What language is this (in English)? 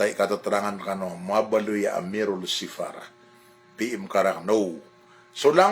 Maranao